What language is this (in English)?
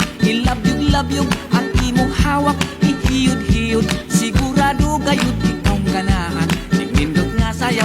Waray